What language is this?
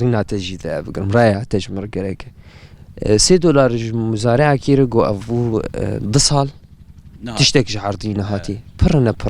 Kurdish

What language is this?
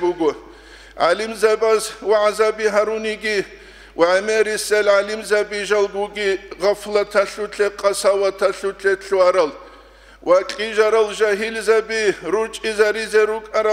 Avaric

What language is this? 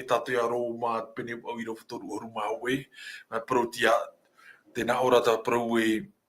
Tahitian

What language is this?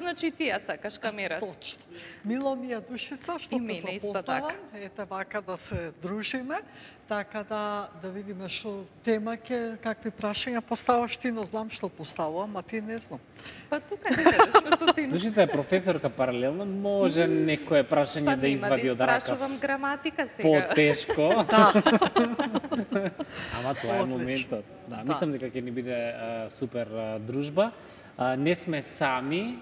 Macedonian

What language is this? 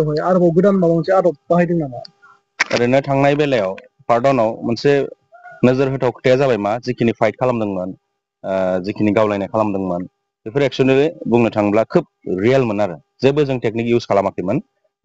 Bodo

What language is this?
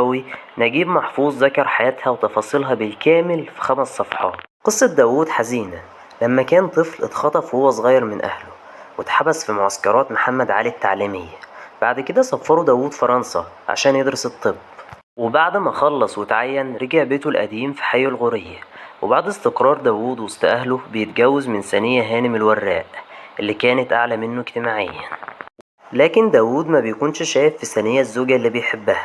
Egyptian Arabic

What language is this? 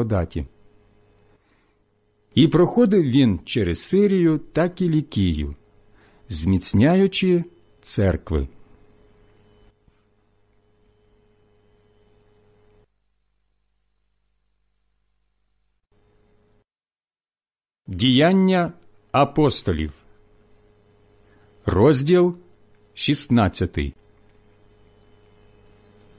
Ukrainian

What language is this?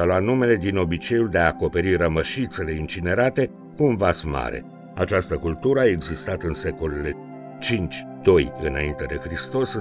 Romanian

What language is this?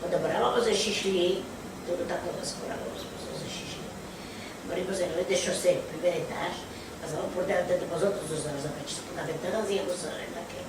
Ladino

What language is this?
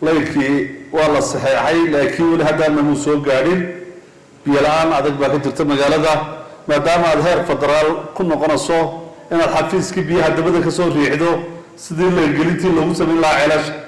Somali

